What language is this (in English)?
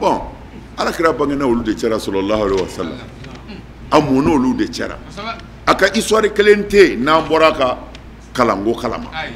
Bambara